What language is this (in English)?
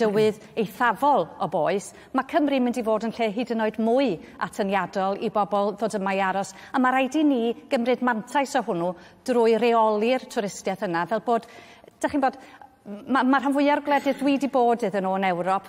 Welsh